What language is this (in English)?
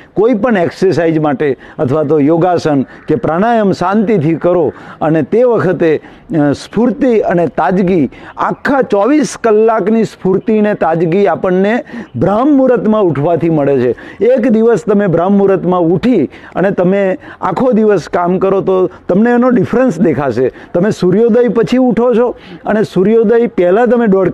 Gujarati